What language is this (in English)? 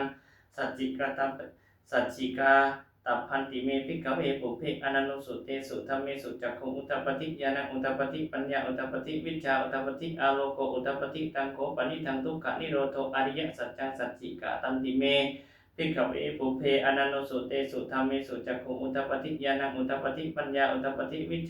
Pali